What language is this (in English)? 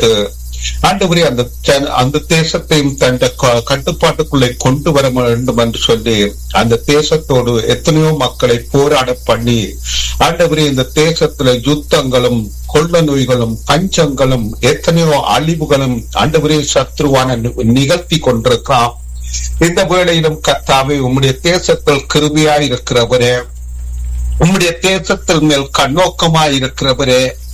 Tamil